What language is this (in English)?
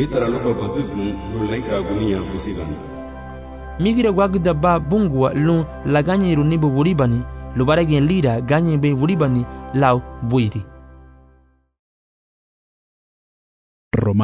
Garifuna